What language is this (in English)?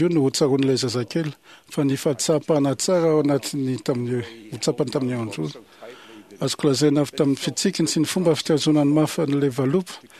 Malagasy